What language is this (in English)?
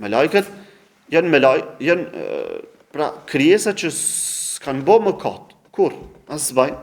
Albanian